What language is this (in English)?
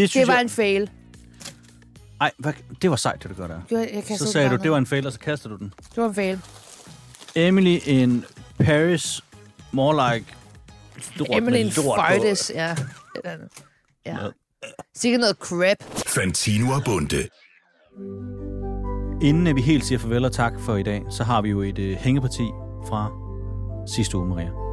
Danish